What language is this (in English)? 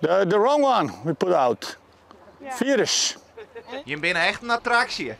Western Frisian